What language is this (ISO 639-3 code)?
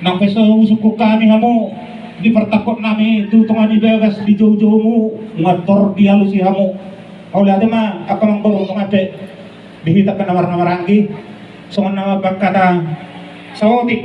bbc